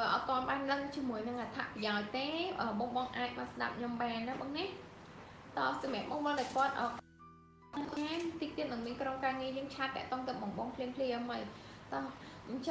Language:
Khmer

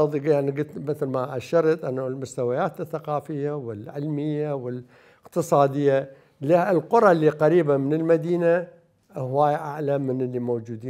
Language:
Mesopotamian Arabic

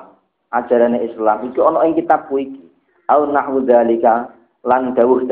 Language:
Javanese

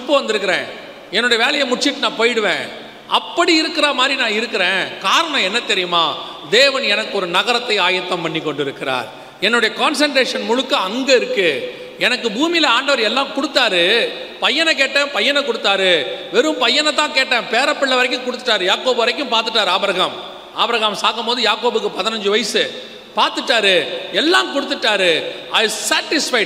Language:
Tamil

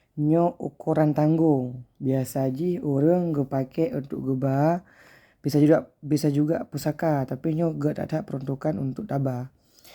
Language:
Achinese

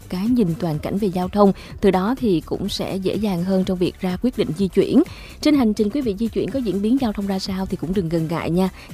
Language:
Vietnamese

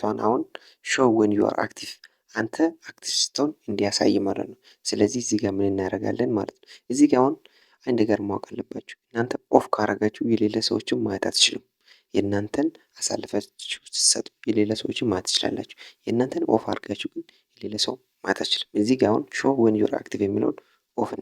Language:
Amharic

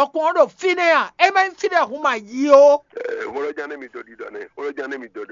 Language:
Fon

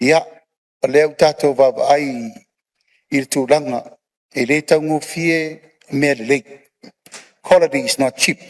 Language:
Samoan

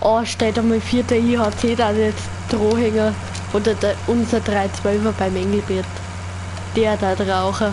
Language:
Bavarian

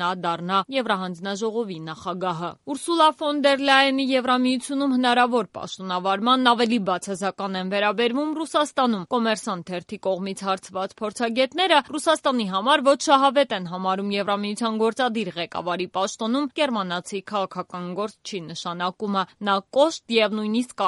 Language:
Armenian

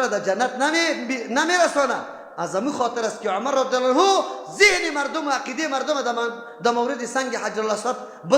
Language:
Persian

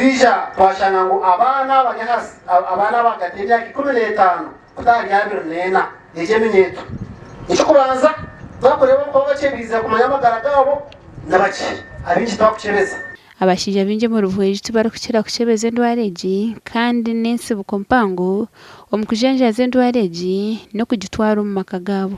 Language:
Nyankole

